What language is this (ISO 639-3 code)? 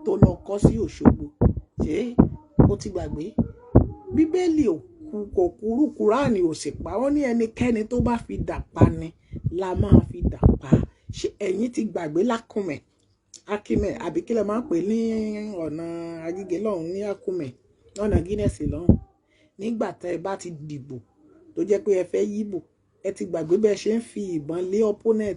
yor